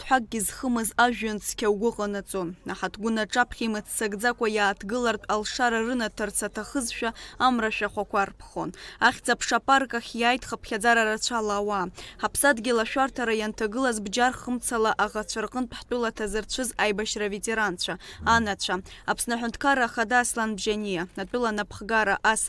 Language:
Abkhazian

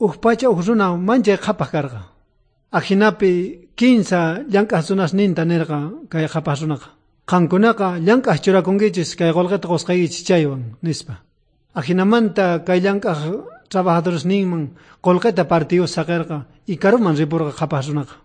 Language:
South Bolivian Quechua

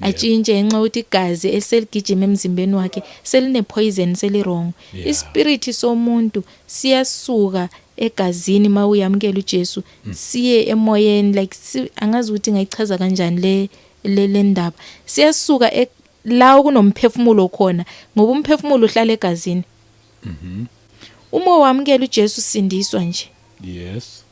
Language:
Zulu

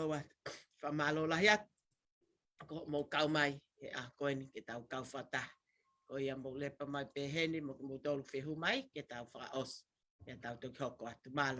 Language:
Tongan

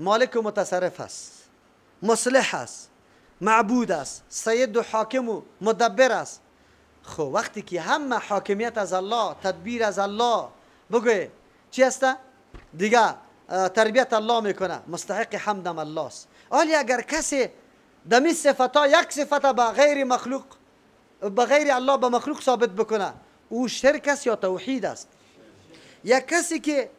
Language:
Persian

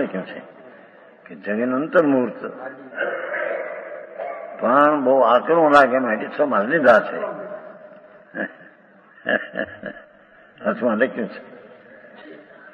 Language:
Gujarati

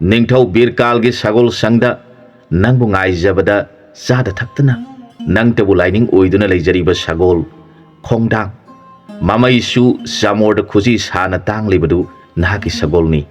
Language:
Manipuri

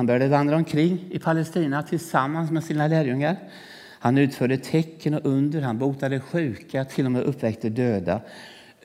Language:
Swedish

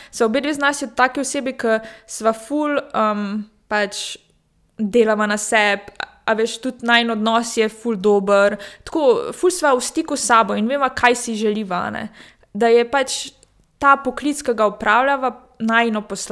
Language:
Slovenian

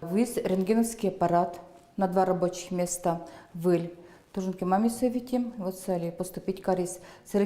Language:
Udmurt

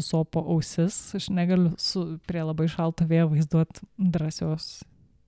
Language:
Lithuanian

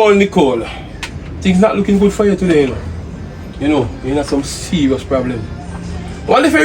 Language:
Jamaican Creole English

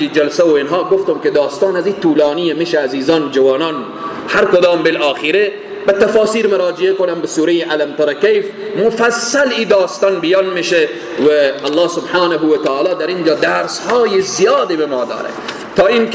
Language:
Persian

